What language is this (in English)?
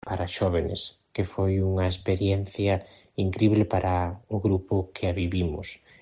Galician